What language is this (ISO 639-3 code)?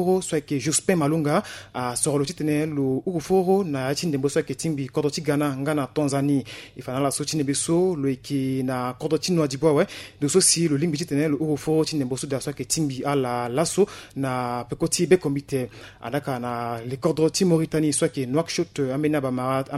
sag